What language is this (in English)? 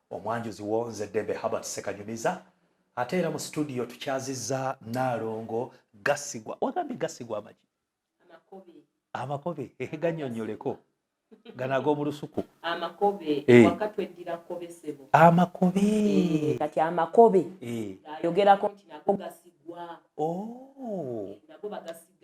Ganda